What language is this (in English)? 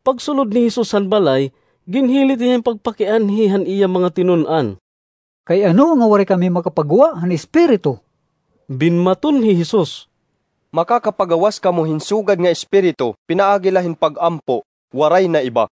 Waray